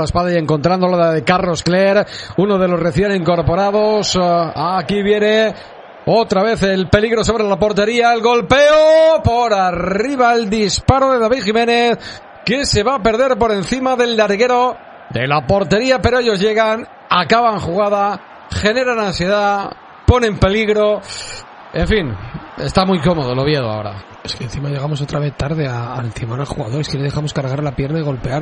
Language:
Spanish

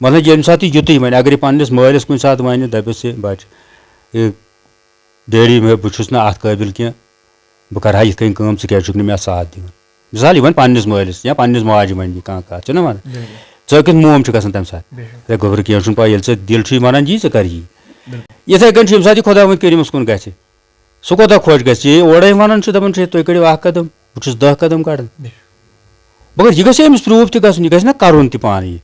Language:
Kashmiri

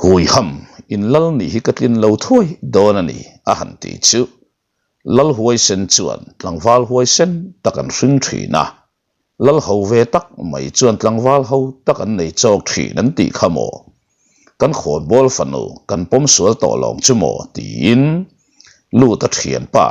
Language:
Mizo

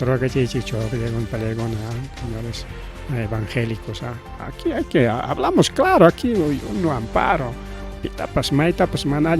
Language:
Ayacucho Quechua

